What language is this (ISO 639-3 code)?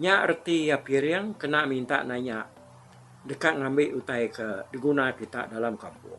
iba